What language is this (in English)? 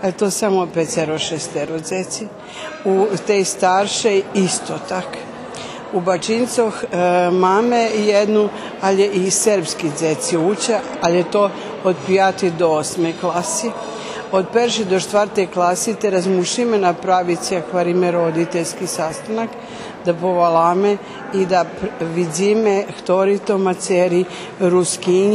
Rusyn